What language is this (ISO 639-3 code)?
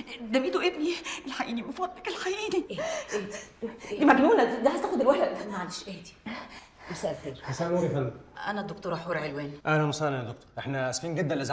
arz